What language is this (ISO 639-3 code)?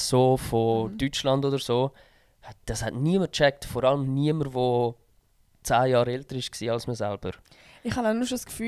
gsw